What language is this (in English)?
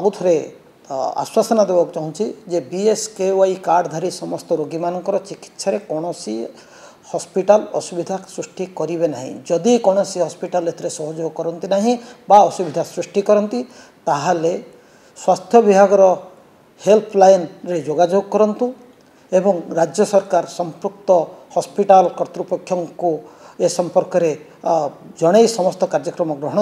Odia